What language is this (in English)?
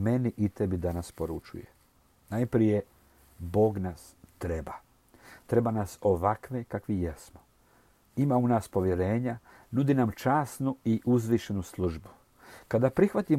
Croatian